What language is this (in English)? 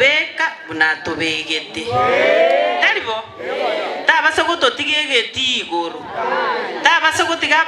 Gusii